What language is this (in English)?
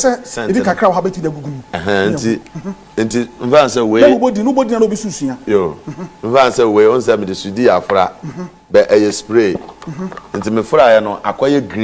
Akan